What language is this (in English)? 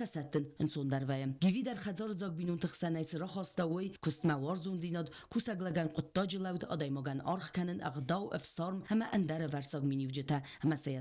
Ossetic